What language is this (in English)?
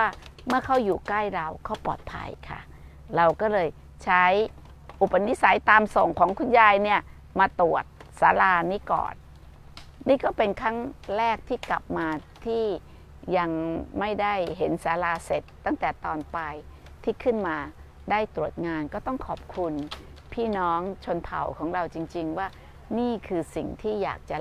Thai